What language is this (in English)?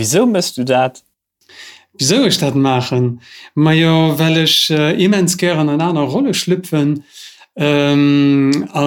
Luxembourgish